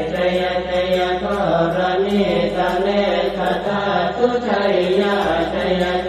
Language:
Pali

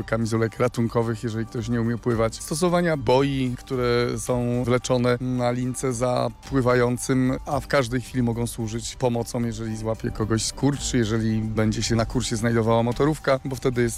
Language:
Polish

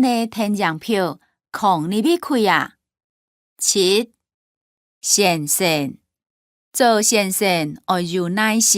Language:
Hakka Chinese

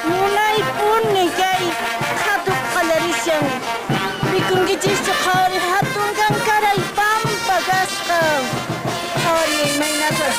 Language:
Quechua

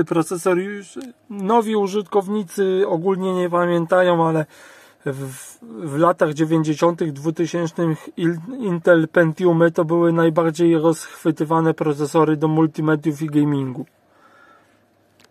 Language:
Polish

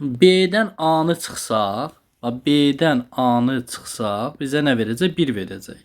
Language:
Azerbaijani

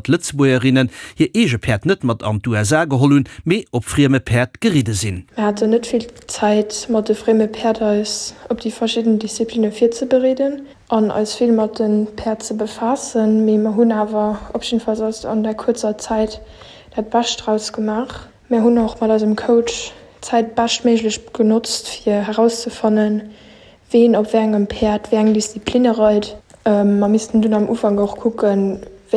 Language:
Luxembourgish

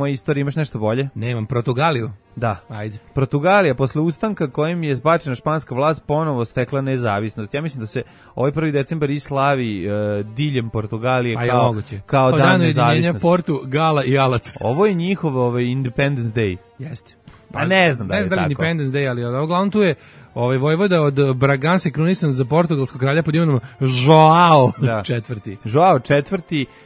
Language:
Serbian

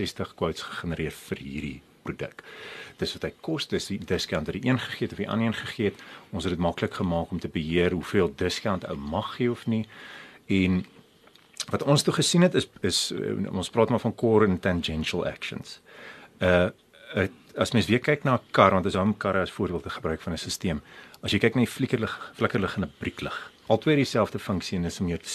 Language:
Afrikaans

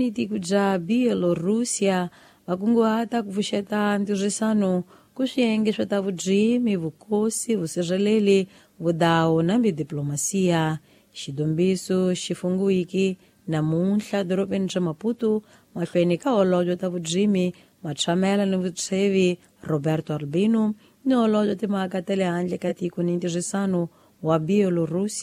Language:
Tsonga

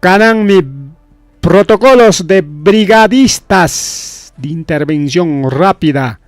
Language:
Ayacucho Quechua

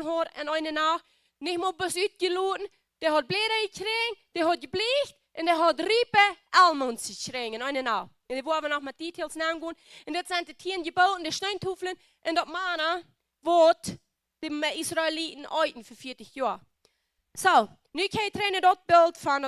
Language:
Plautdietsch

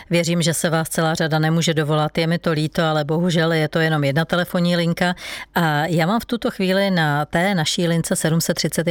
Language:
Czech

